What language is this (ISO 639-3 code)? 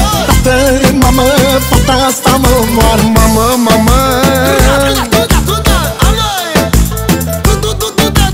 ron